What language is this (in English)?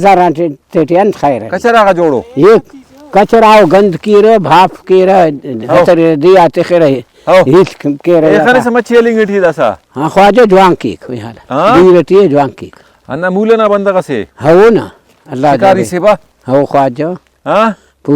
Brahui